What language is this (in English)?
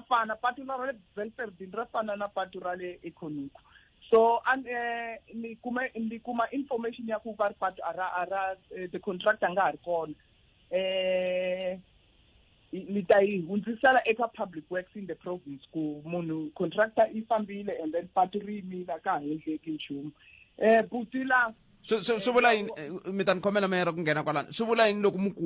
Tsonga